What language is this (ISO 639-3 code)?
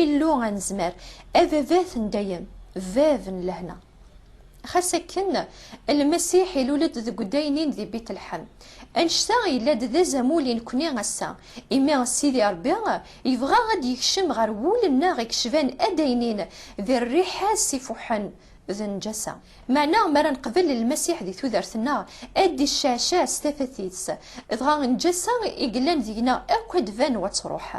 kab